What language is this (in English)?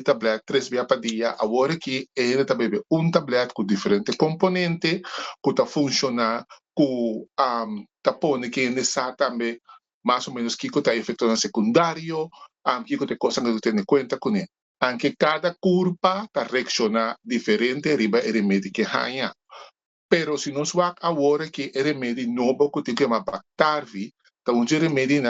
Papiamento